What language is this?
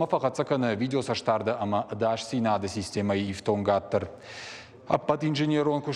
Ossetic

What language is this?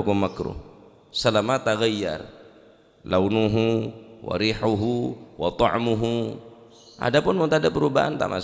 Madurese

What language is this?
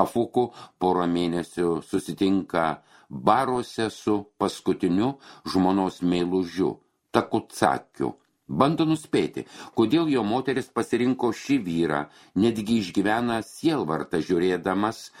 Lithuanian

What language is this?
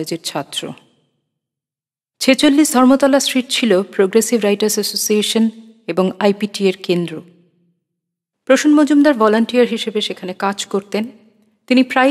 Bangla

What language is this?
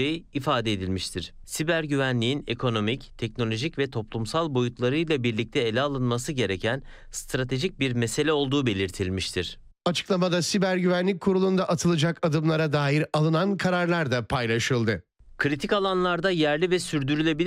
Turkish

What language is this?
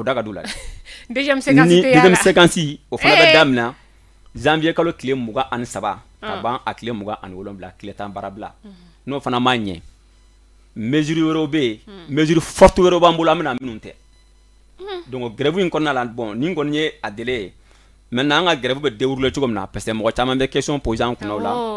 Bambara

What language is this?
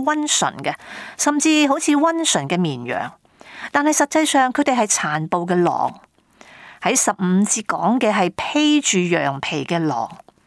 Cantonese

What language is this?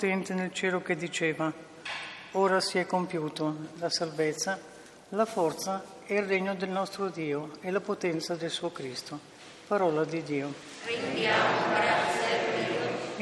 Italian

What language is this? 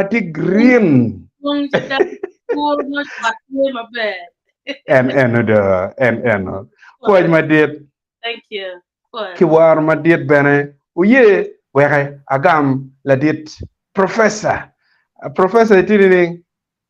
Acoli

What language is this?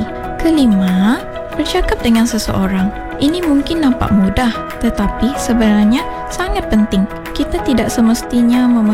Malay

